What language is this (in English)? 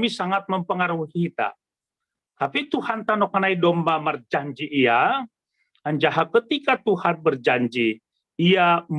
Batak Simalungun